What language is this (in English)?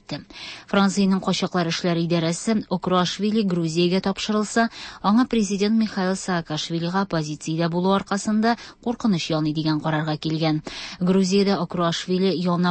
Tatar